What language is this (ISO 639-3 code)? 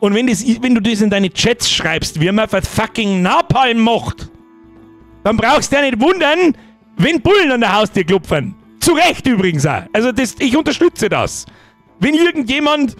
bar